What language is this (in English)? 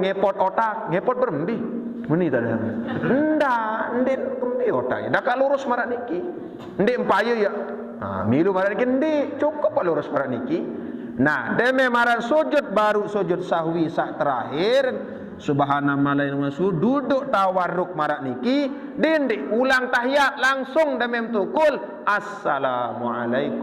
Sasak